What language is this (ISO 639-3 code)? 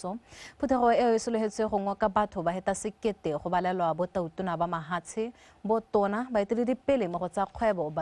tsn